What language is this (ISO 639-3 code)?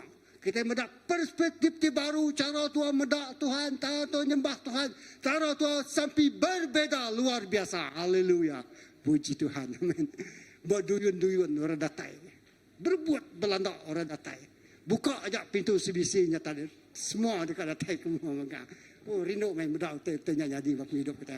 iba